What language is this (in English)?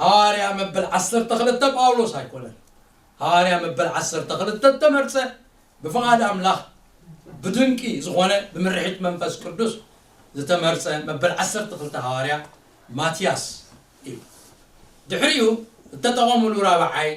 Tigrinya